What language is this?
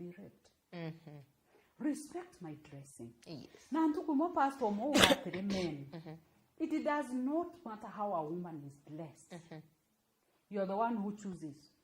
Meru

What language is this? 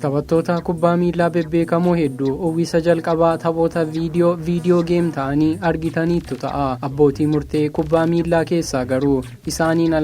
Oromo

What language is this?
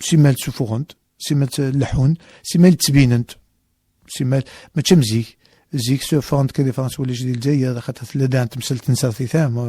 Kabyle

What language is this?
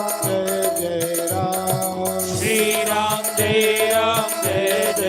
Dogri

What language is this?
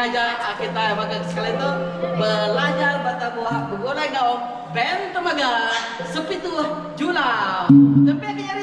Iban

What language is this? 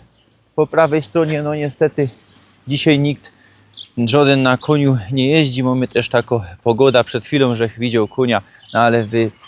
Silesian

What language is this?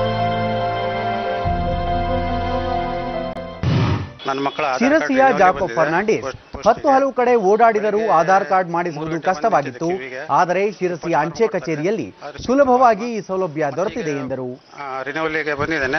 Kannada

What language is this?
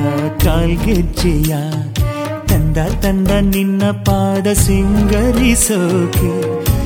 Kannada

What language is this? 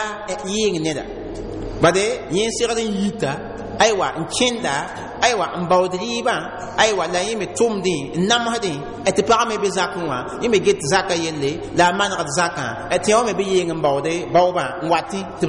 Mossi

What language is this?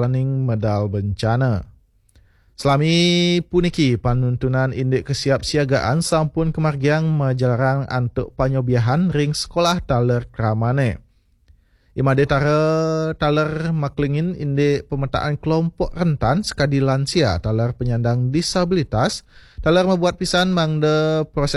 Balinese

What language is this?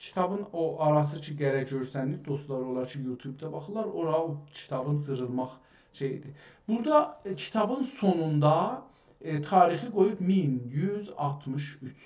South Azerbaijani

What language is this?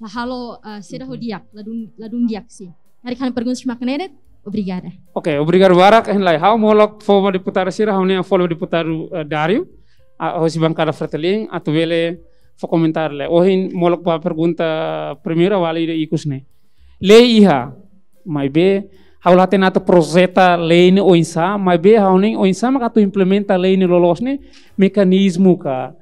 Tetum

